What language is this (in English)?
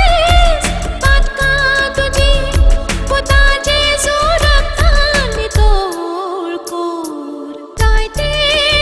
Konkani